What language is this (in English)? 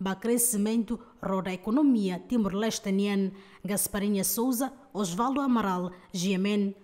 Tetum